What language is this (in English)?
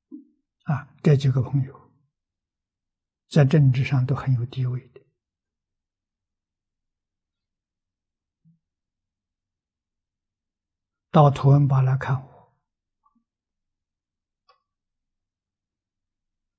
Chinese